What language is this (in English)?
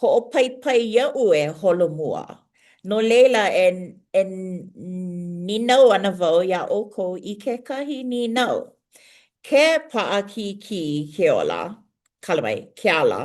Hawaiian